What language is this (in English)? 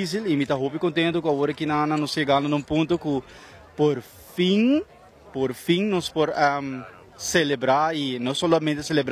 Papiamento